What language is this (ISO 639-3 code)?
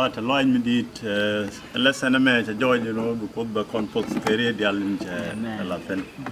nus